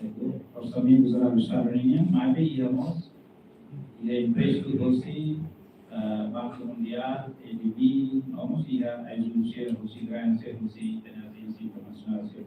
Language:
Tetum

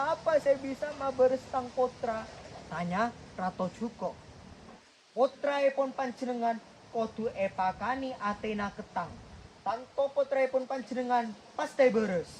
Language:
Madurese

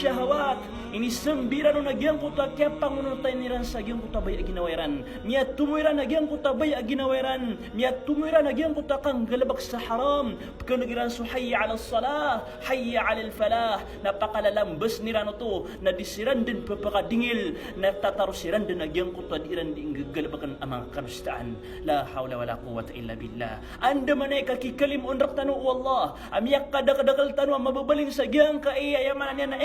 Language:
Maranao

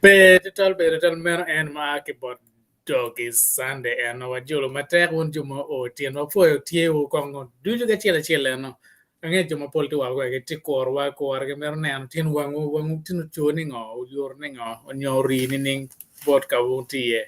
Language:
Acoli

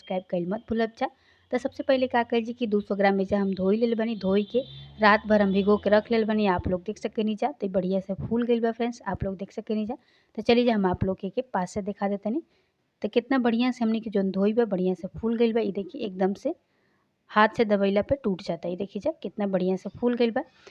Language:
Bhojpuri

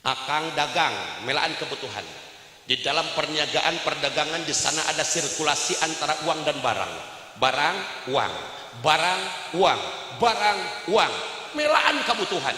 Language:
Sundanese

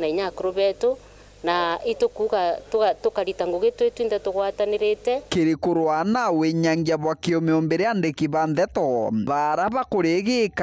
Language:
Meru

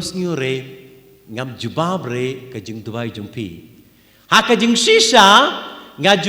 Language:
Khasi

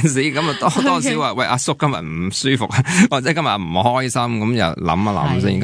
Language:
Cantonese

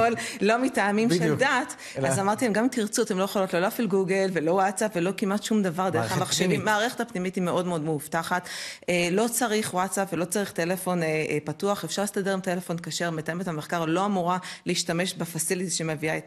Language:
Hebrew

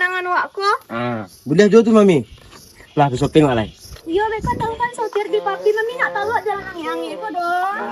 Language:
Minangkabau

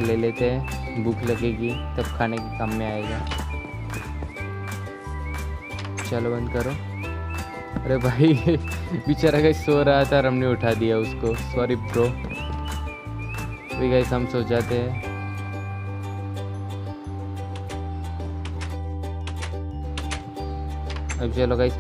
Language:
Hindi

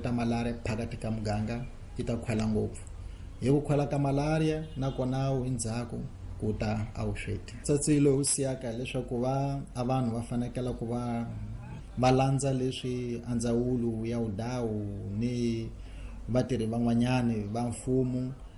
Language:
Tsonga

